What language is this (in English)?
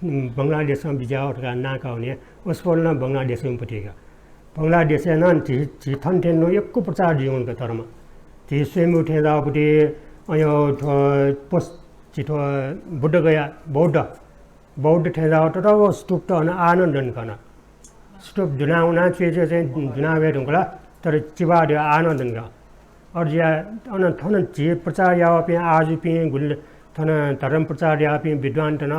Newari